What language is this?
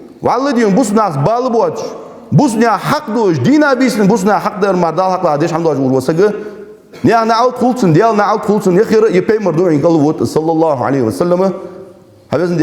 Ingush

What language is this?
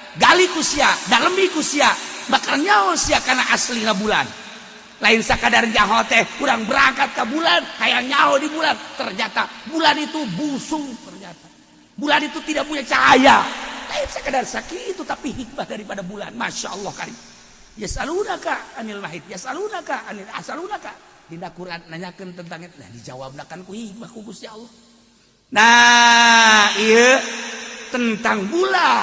Sundanese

